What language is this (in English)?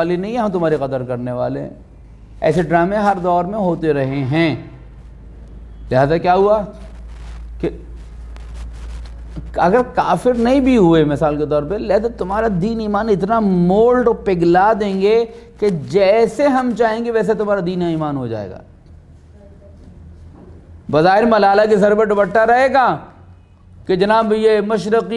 Urdu